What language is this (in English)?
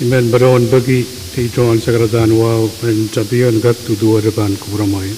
Pohnpeian